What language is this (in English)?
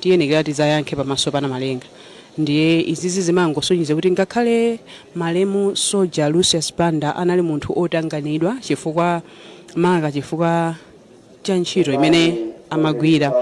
Nyanja